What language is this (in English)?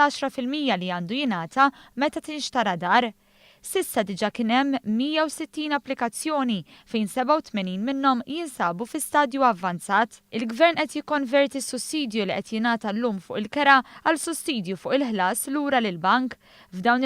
Maltese